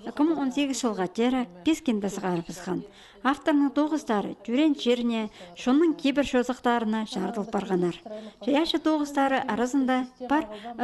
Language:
Khakas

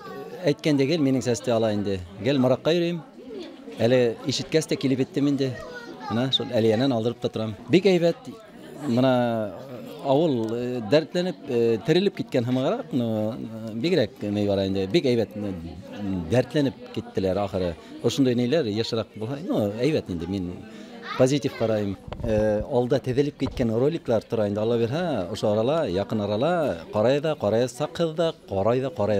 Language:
Bashkir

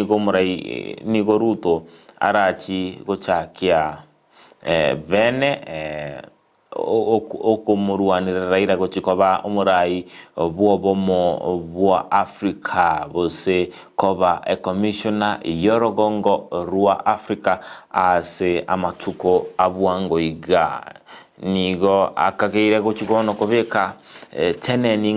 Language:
Gusii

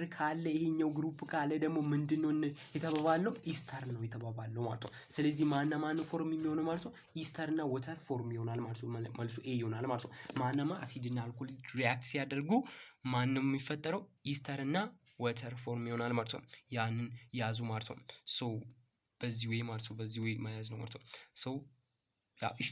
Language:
Amharic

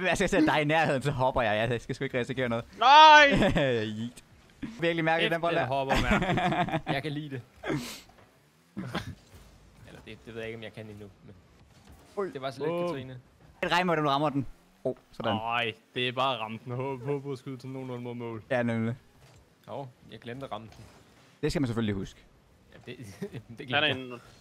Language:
Danish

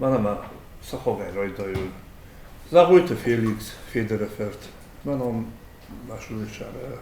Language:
Ossetic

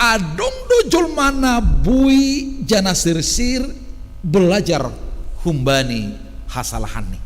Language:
Batak Simalungun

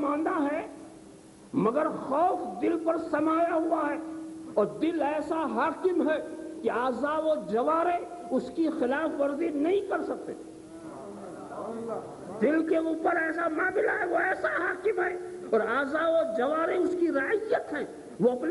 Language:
Urdu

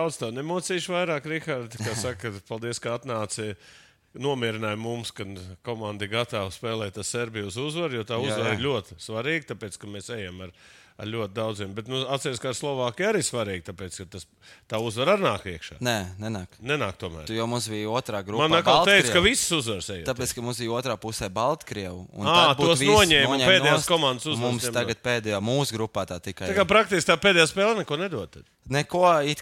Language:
Latvian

